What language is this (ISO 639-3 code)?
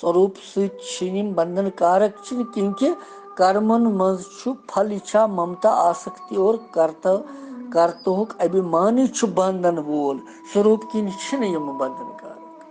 kas